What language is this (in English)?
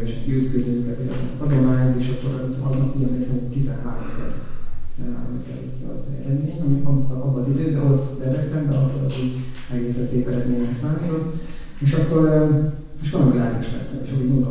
Hungarian